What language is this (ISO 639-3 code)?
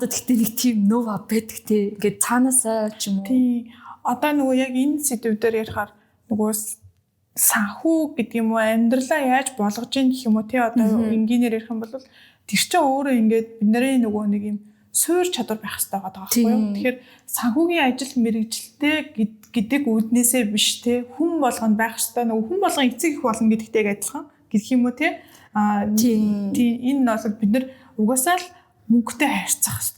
mon